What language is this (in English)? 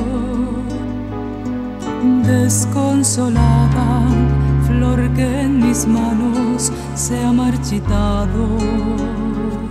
Spanish